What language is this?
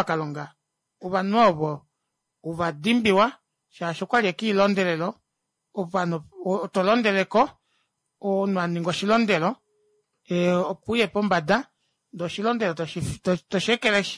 Kuanyama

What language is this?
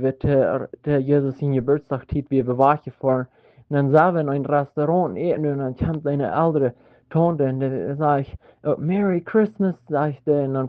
Plautdietsch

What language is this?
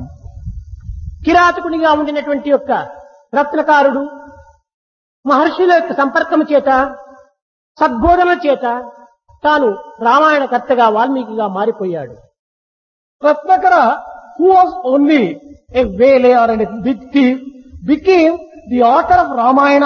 Telugu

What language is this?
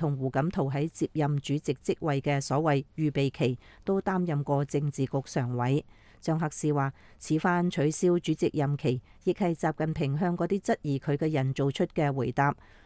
Cantonese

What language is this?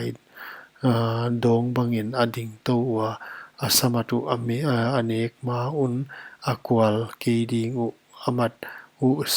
Paite Chin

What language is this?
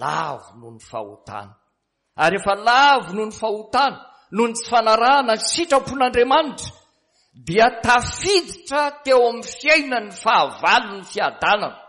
Malagasy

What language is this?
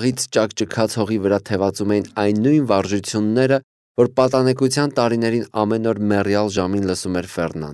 Armenian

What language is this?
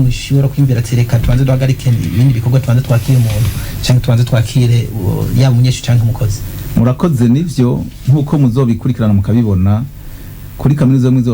Rundi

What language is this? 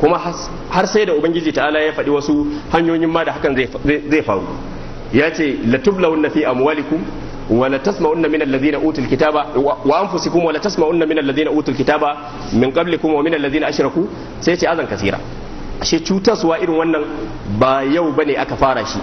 Hausa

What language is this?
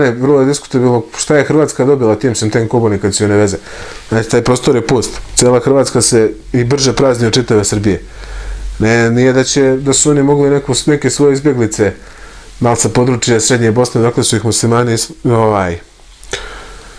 Serbian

